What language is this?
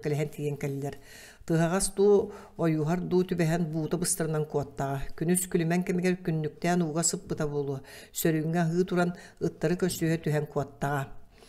Yakut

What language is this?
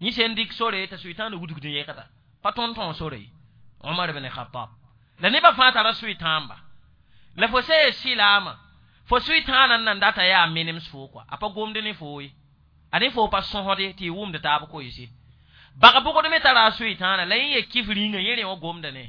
Mossi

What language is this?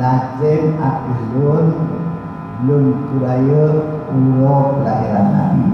Achinese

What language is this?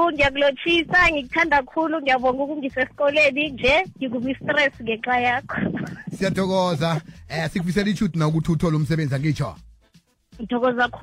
South Ndebele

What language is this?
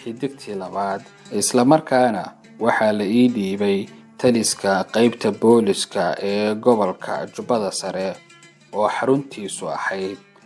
Somali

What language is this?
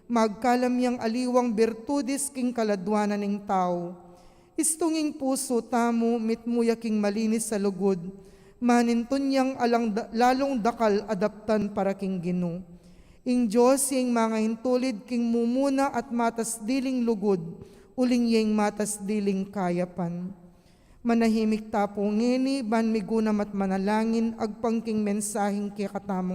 Pampanga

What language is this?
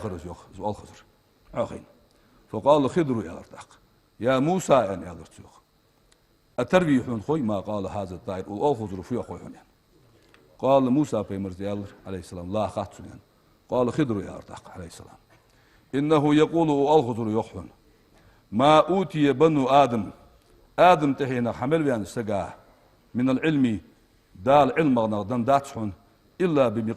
Ingush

